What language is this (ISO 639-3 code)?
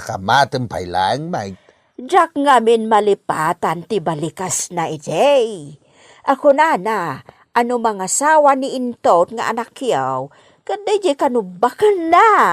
ilo